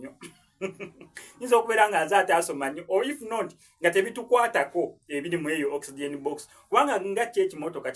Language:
Ganda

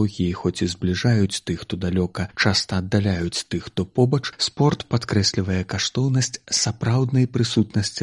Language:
Belarusian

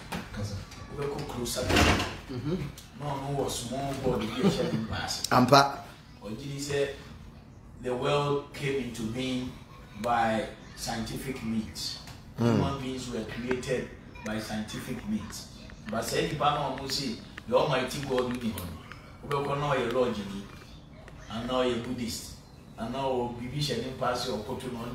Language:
English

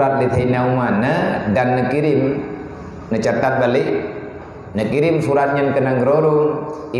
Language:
Achinese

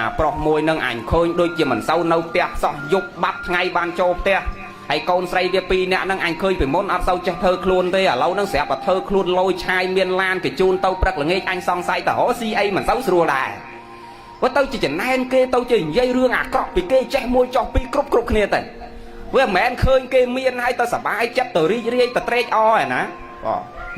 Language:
Khmer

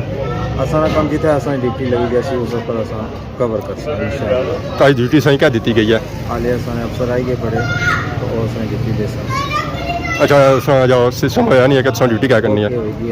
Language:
Pahari-Potwari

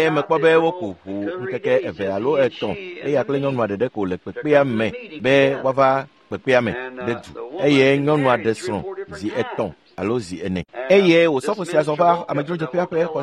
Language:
Ewe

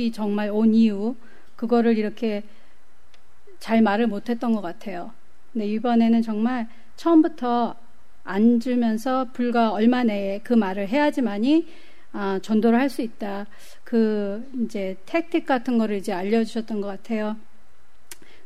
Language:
Korean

